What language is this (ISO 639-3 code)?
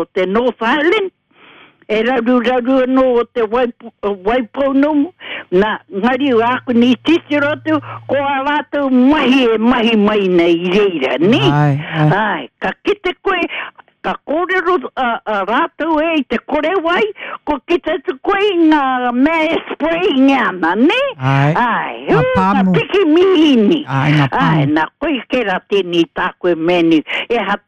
mri